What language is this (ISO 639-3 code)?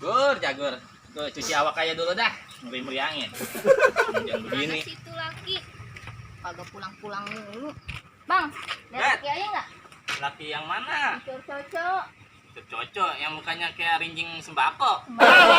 bew